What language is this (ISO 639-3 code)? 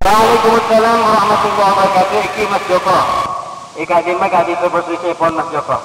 mad